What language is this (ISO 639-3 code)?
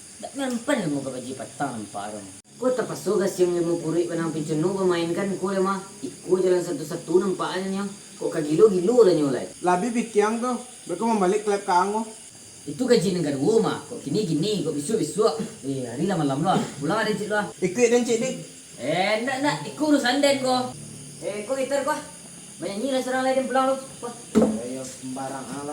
min